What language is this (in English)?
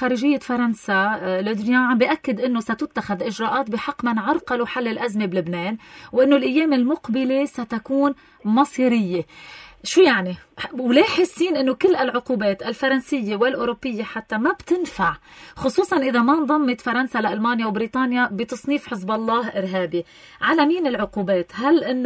North Levantine Arabic